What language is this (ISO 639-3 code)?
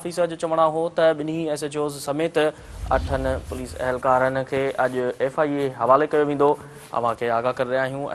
snd